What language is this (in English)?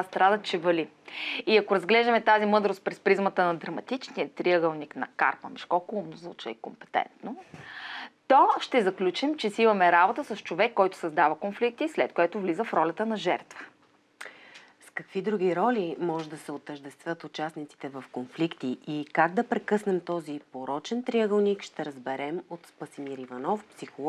Bulgarian